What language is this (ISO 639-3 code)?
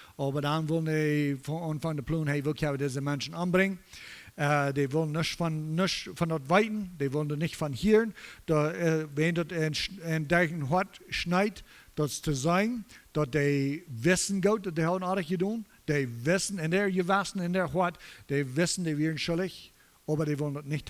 pdt